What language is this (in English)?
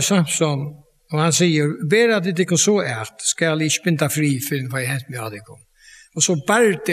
Faroese